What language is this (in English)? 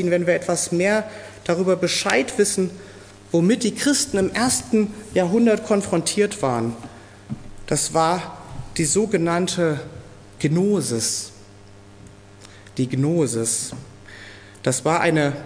German